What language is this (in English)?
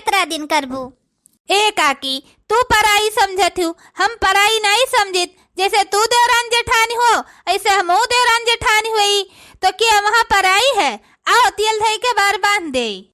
Awadhi